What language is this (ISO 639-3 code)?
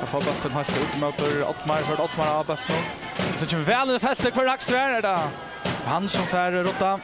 fao